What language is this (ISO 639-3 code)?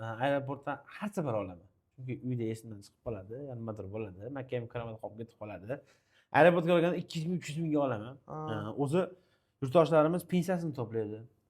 uzb